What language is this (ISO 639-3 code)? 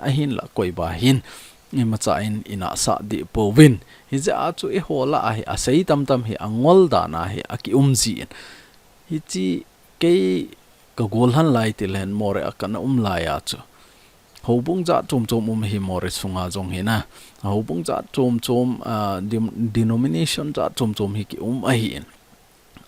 tcz